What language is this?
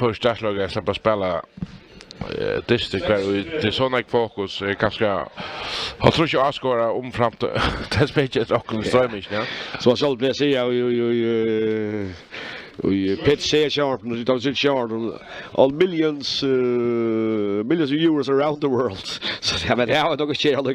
Faroese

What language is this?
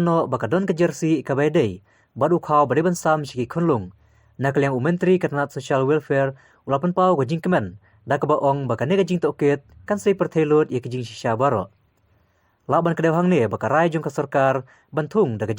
Khasi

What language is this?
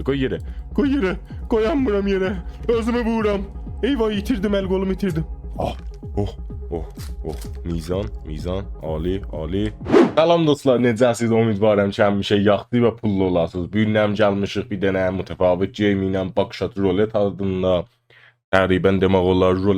South Azerbaijani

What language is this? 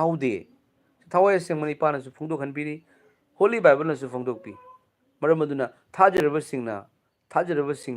Manipuri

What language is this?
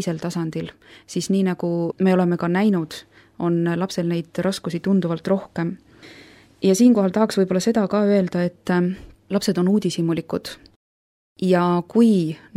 Estonian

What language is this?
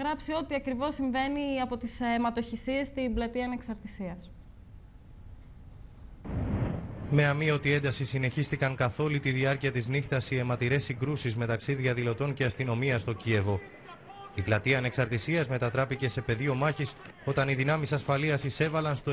Greek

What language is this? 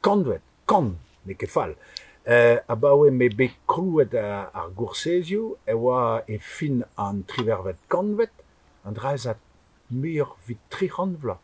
Breton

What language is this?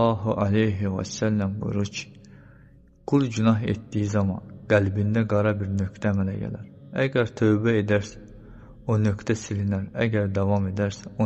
Azerbaijani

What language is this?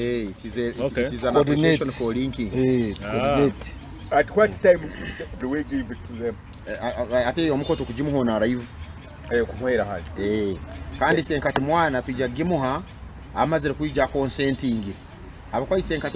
Nyoro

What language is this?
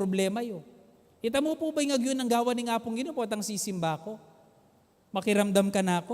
Pampanga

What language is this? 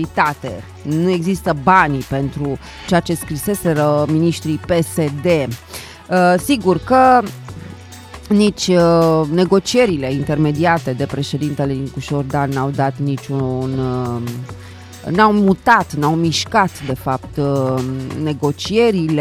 Romanian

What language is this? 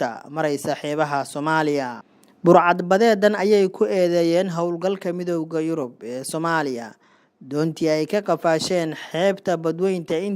Somali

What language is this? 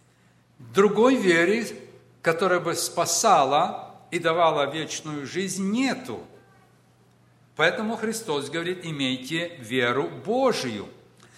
Russian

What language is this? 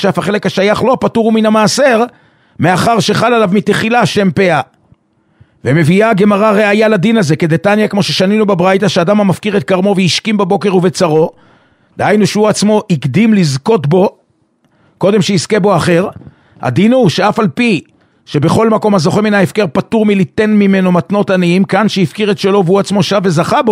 Hebrew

